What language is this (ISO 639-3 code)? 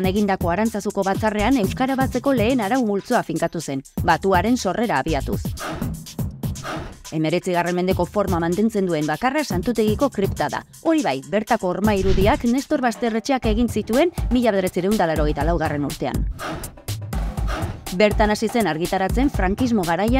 eus